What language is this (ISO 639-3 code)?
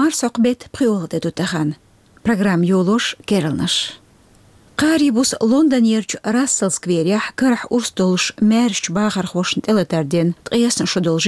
che